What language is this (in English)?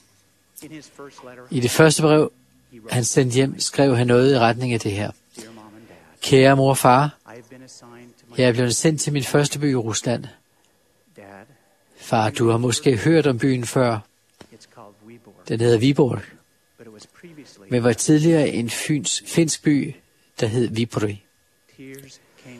Danish